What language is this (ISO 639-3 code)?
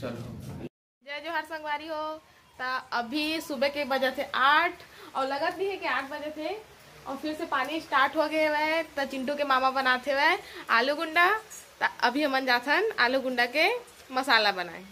hne